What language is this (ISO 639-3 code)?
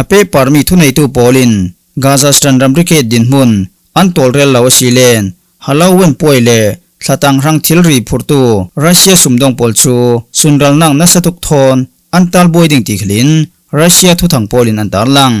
cfm